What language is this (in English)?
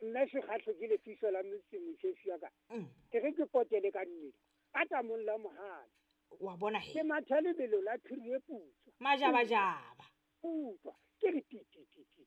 Southern Sotho